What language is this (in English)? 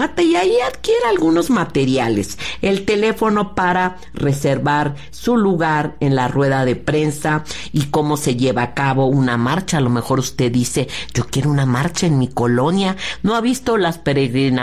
Spanish